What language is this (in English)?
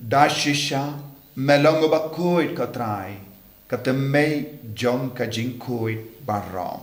Khasi